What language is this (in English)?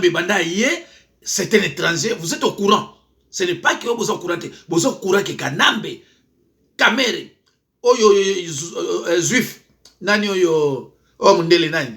Lingala